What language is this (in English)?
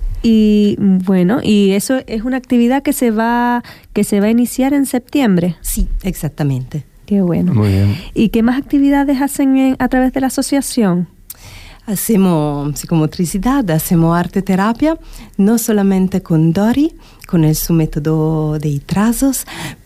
Spanish